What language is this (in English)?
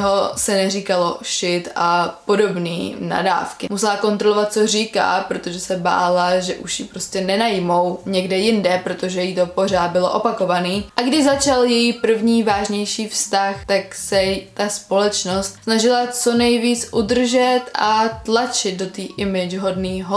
Czech